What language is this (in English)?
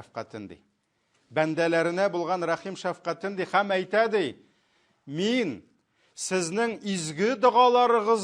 Tatar